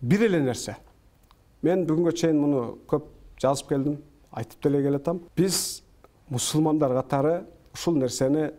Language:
Kyrgyz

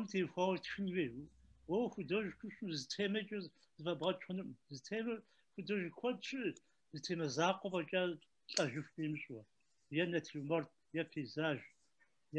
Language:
Kabardian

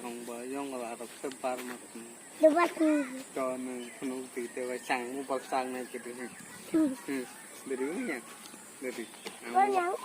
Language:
Kok Borok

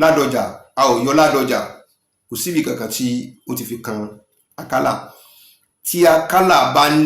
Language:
Yoruba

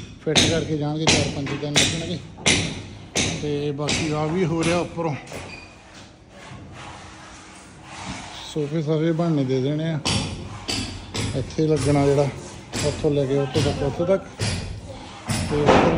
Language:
Punjabi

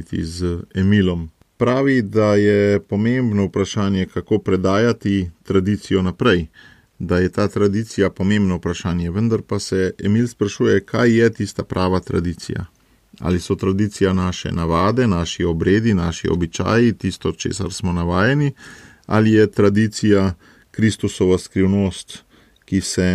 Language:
Slovenian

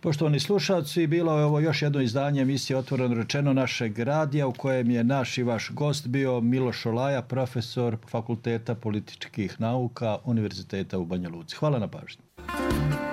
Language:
Bosnian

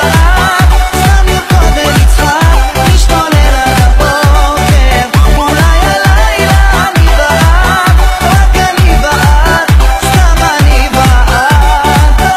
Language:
Hebrew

